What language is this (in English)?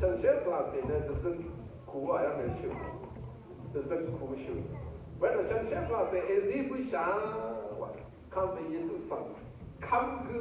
Rawang